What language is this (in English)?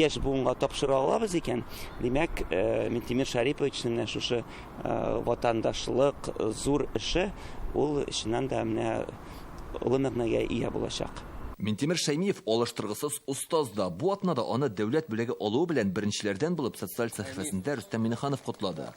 Tatar